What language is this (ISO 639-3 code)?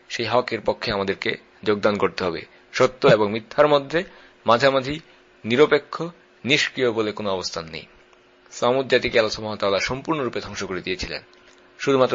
ben